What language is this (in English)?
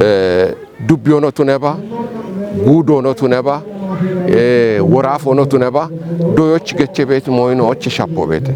Kafa